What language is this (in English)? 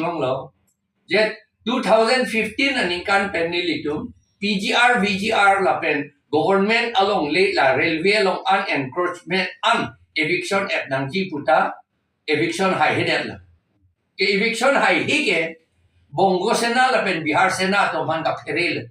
Karbi